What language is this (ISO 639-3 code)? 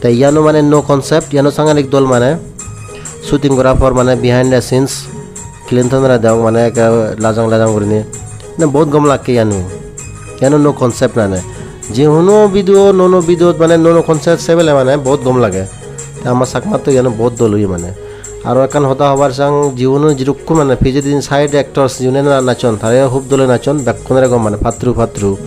ccp